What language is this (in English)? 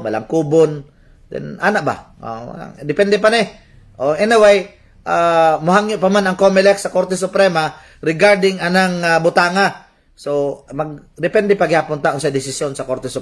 Cebuano